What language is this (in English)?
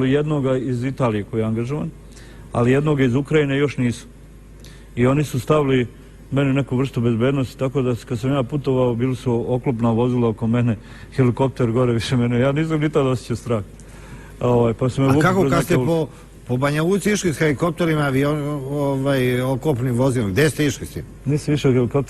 Bosnian